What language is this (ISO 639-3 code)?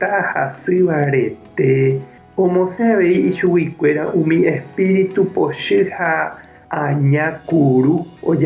grn